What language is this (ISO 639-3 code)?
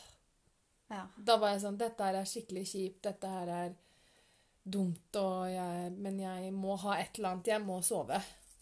nor